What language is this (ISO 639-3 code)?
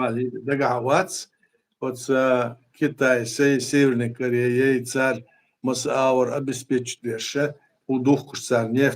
che